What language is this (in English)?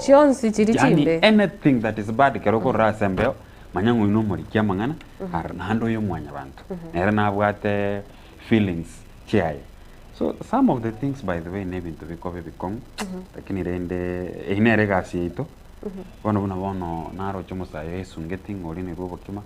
Gusii